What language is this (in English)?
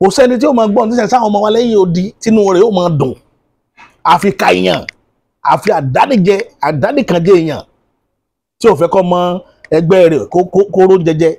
Yoruba